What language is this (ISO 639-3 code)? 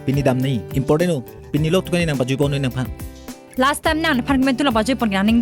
mjw